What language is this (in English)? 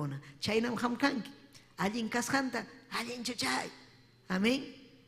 Ayacucho Quechua